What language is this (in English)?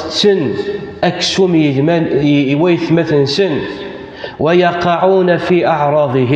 Kabyle